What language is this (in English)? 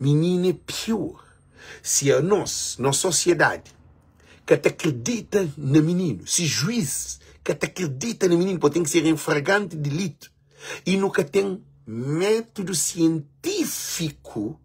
Kabuverdianu